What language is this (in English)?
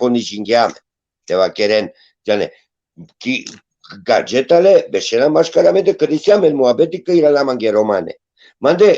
Balkan Romani